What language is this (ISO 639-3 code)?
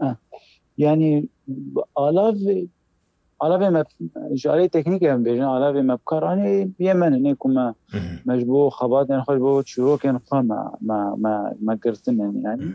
kur